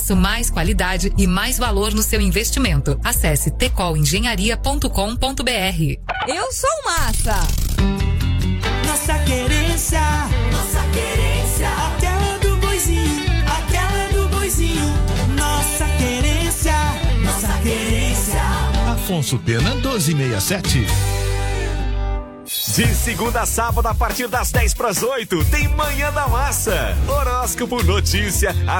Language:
Portuguese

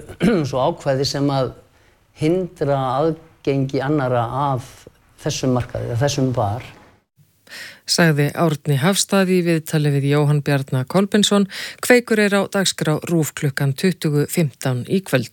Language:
Icelandic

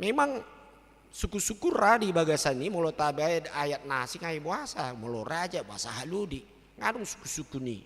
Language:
Batak Toba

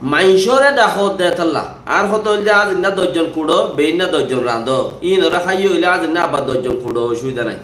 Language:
Rohingya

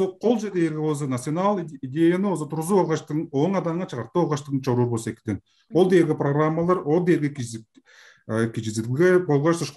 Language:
Tuvinian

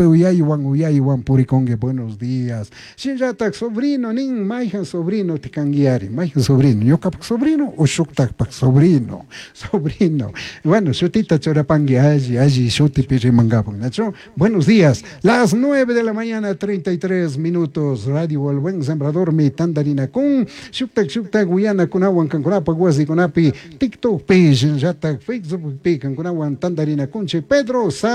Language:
Chimborazo Highland Quichua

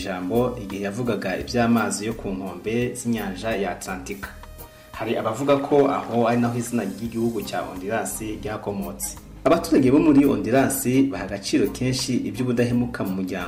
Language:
Kinyarwanda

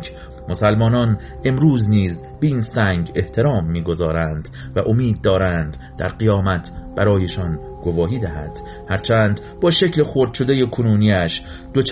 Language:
Persian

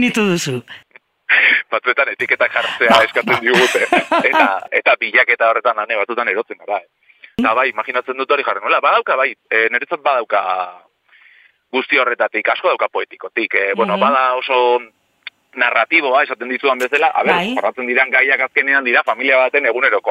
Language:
Basque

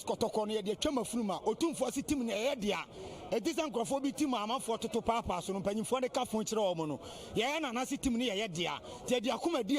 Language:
Akan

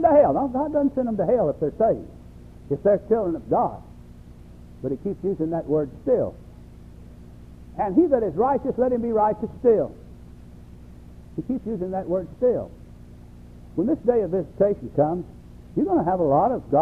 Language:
English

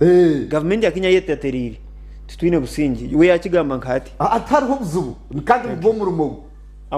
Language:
Nyankole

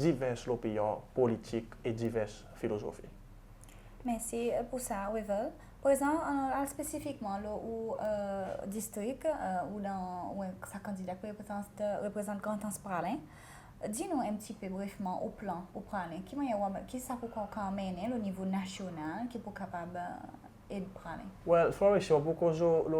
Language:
Seselwa Creole French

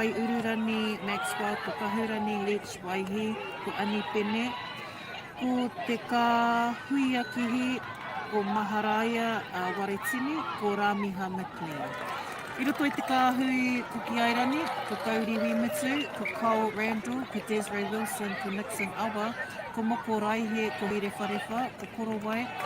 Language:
Māori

